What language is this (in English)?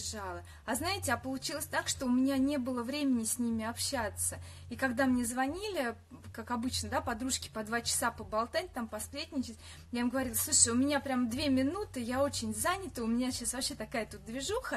Russian